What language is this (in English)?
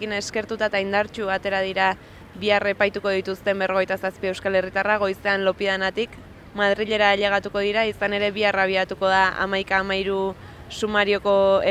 Basque